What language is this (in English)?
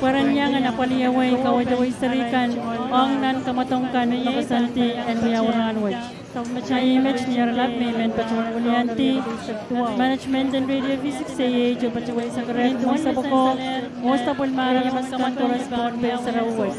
Pohnpeian